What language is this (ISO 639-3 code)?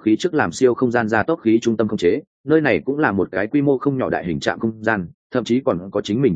vie